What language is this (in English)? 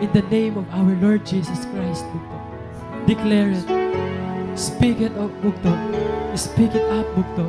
Waray